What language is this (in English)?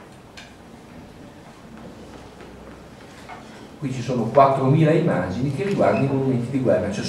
Italian